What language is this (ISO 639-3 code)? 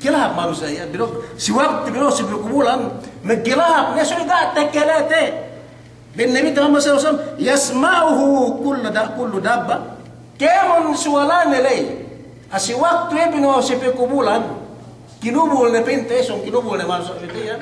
yka